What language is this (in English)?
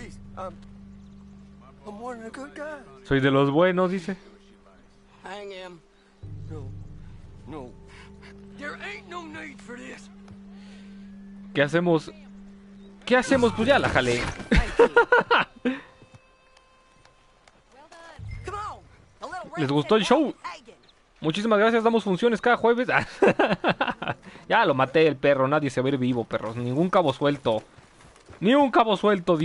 Spanish